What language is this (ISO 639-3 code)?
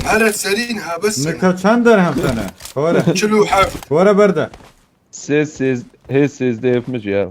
kur